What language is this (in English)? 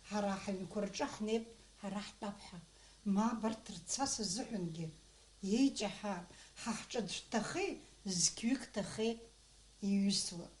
Abkhazian